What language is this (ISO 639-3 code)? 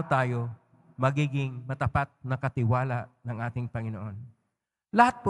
fil